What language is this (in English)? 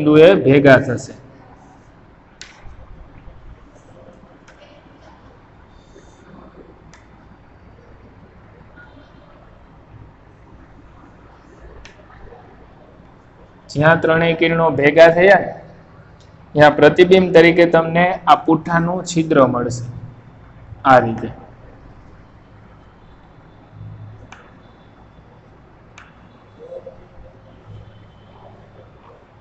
Gujarati